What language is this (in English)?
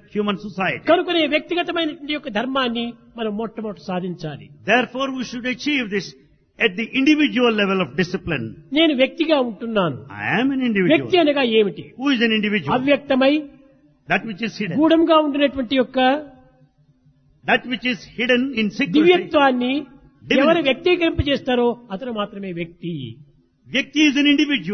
Telugu